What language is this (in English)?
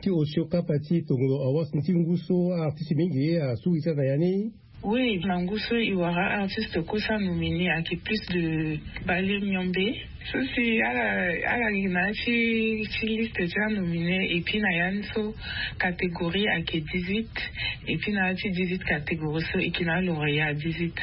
Sango